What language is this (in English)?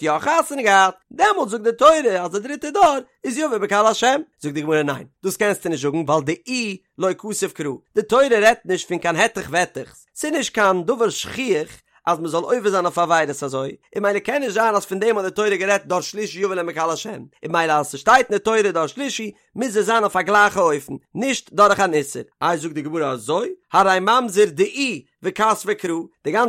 Yiddish